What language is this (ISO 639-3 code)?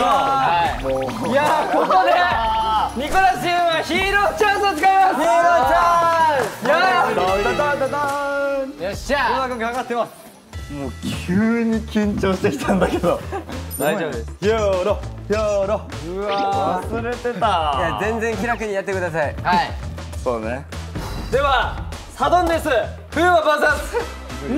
jpn